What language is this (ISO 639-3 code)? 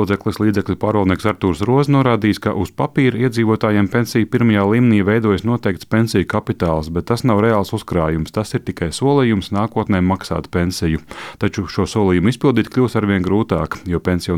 lav